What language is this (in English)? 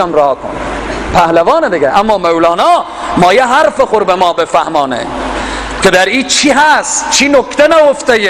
Persian